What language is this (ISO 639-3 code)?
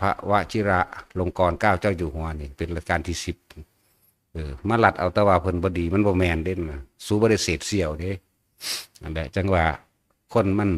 tts